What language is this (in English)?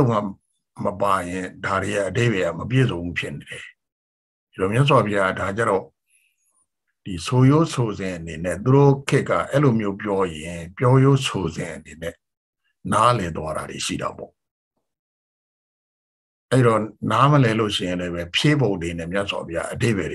Burmese